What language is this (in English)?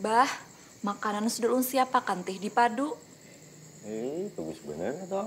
Banjar